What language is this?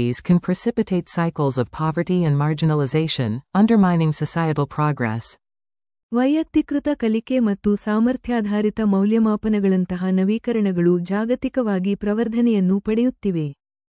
Kannada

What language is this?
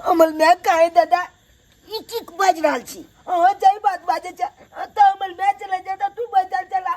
Maithili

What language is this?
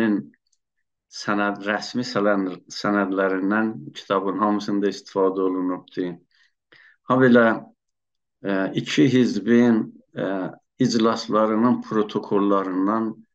South Azerbaijani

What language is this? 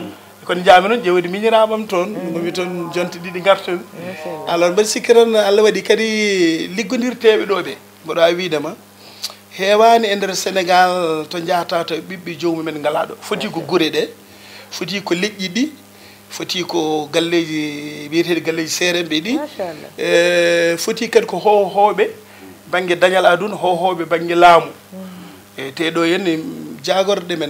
Fula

